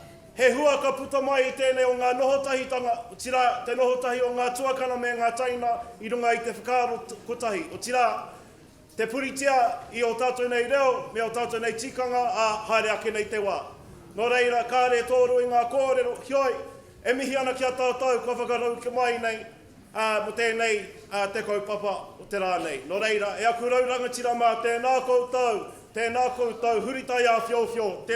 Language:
Māori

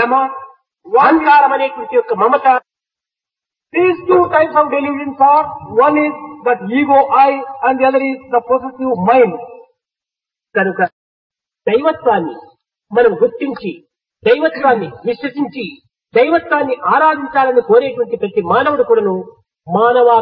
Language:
Telugu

